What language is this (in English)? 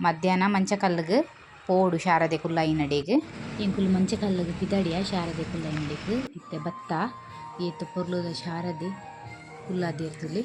Tulu